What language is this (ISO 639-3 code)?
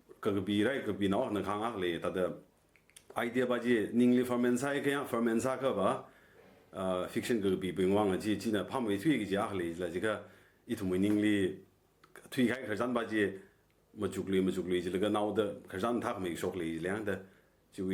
nmf